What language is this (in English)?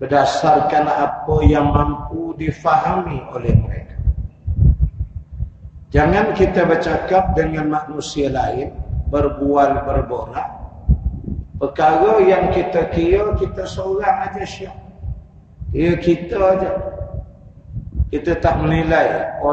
Malay